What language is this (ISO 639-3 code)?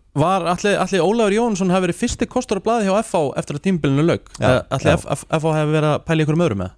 isl